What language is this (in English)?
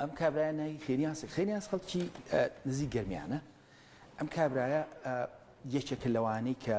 Central Kurdish